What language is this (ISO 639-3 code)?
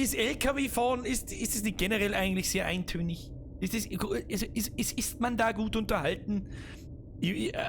bar